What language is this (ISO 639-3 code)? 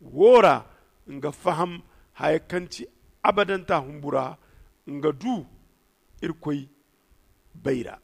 dje